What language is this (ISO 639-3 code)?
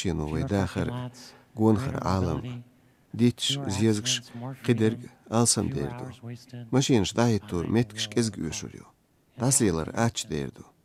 che